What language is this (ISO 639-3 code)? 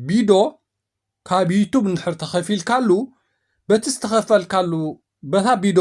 tir